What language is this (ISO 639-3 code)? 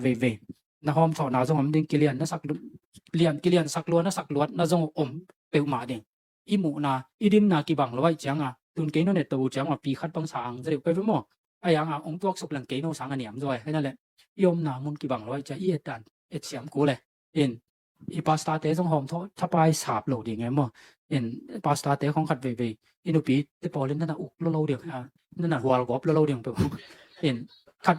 ctd